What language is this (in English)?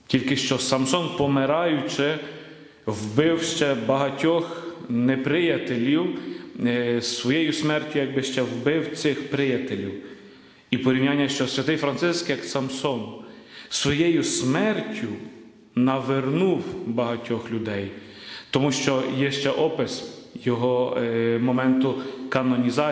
Ukrainian